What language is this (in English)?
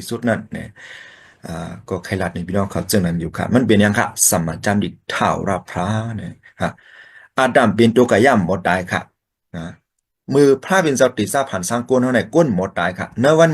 Shan